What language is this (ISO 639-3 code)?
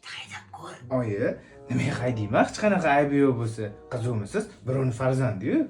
uzb